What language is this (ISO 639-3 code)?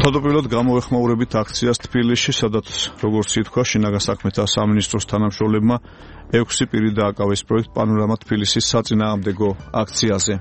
kat